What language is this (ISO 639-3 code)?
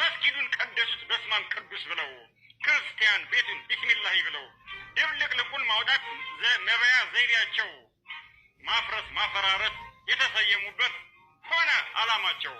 amh